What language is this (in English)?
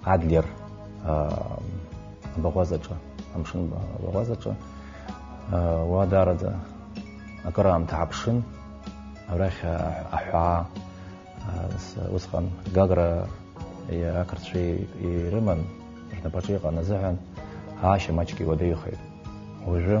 Abkhazian